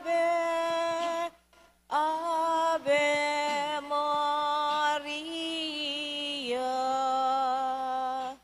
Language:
Pampanga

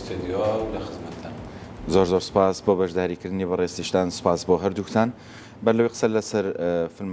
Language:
Central Kurdish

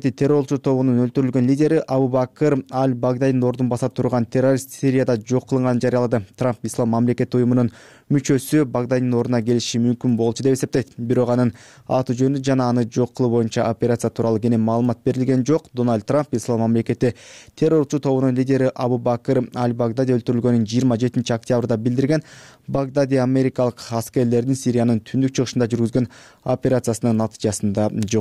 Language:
Kyrgyz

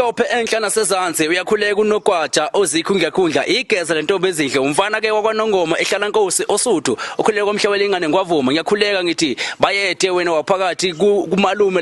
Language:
Zulu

